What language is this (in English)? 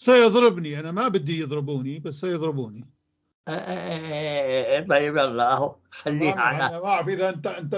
North Levantine Arabic